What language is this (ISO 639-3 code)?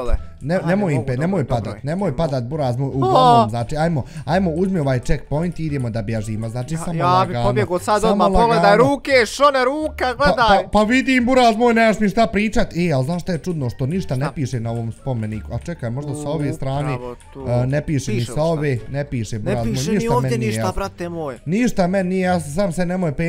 bos